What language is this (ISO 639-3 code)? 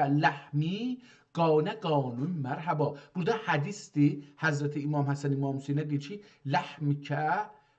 azb